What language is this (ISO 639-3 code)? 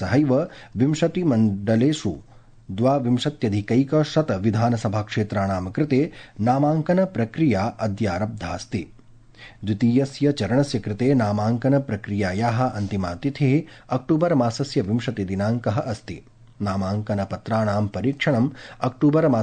san